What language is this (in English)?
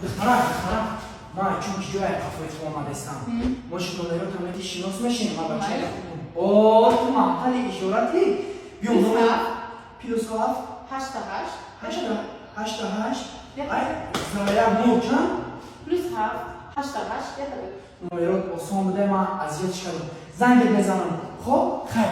Tajik